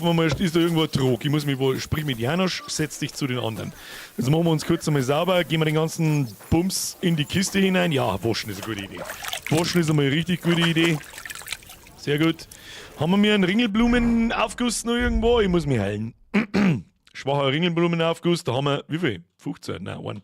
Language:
Bavarian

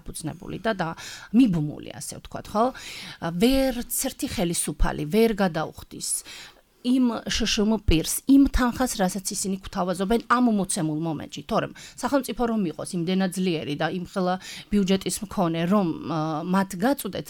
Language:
Georgian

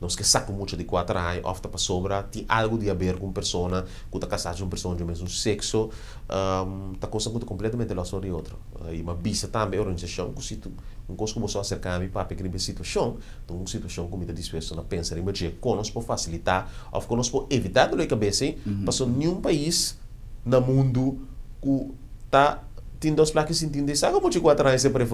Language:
Papiamento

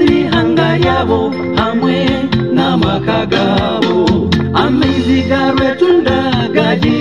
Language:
Kinyarwanda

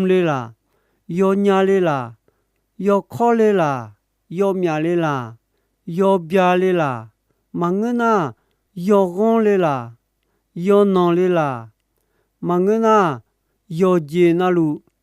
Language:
Akha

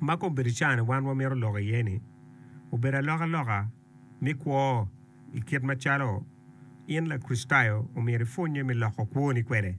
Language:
Acoli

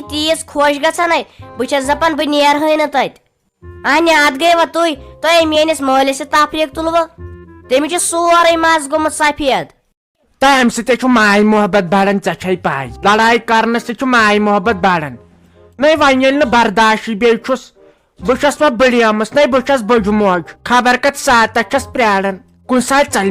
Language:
Kashmiri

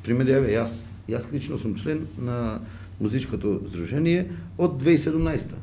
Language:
Macedonian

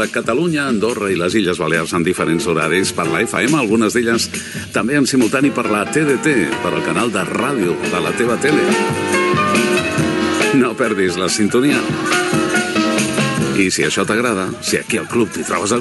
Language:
Catalan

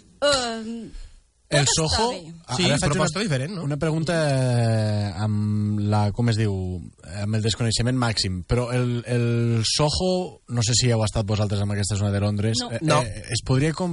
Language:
Catalan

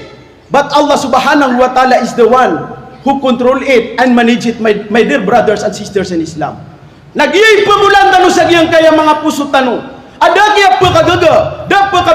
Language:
Maranao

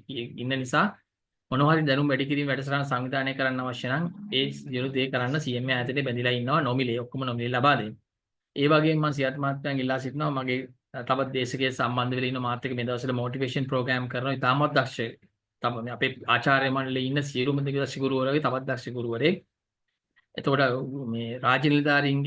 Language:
Sinhala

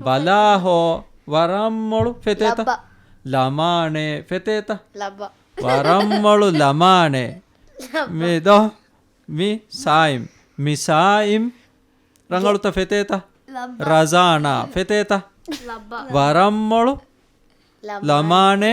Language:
Divehi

